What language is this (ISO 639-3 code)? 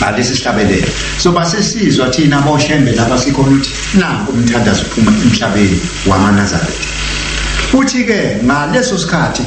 zul